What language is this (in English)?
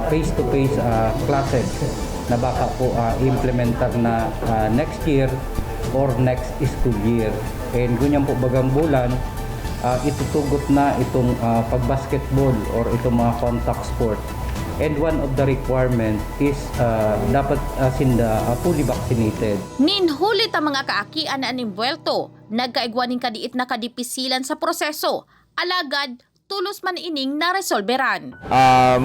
Bikol